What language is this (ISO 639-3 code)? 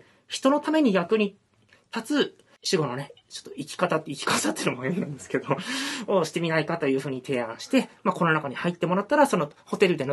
jpn